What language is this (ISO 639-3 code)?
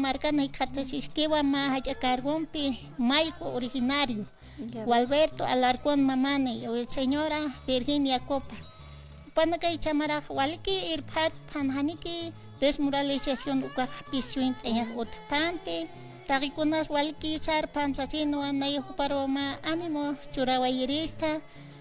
aym